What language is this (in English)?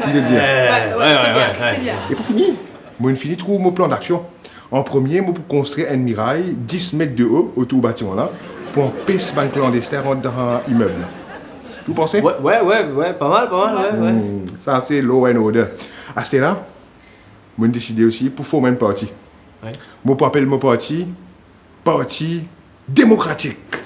Morisyen